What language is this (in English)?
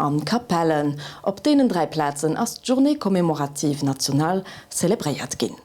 Luxembourgish